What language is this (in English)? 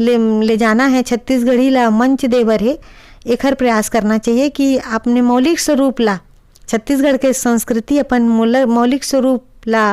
Chhattisgarhi